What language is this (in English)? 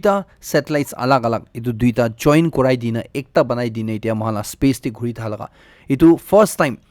Naga Pidgin